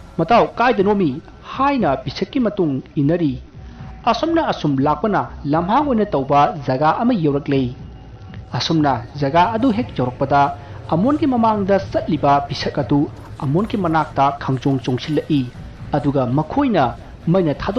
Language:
Manipuri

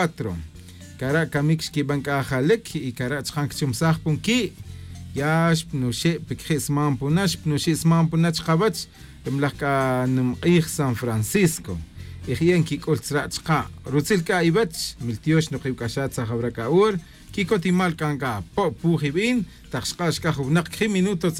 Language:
Tz'utujil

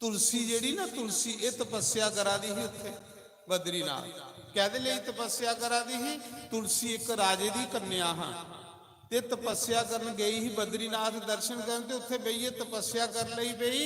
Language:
Dogri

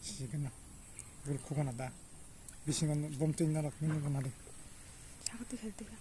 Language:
Kok Borok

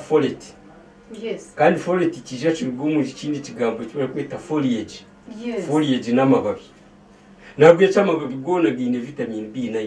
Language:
Nyankole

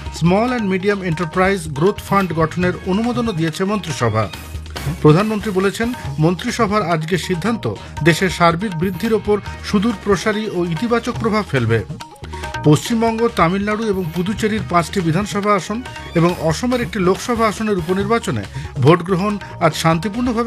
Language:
Bangla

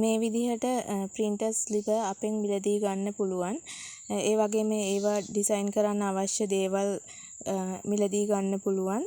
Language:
Sinhala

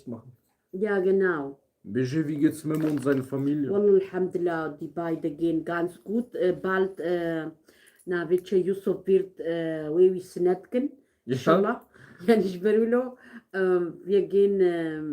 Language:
Kurdish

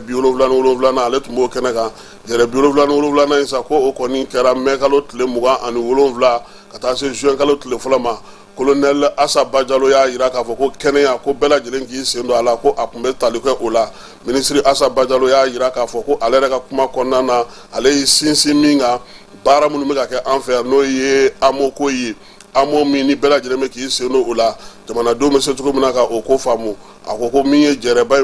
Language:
Bambara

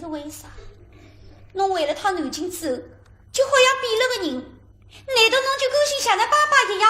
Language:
Wu Chinese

